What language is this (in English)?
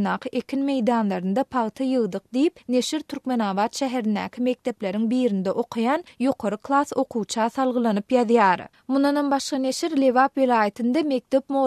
Turkmen